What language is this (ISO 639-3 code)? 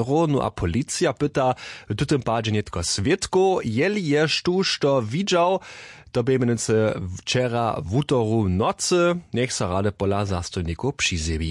hsb